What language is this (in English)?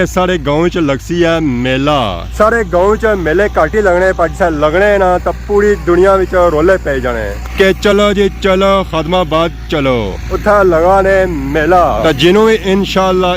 Pahari-Potwari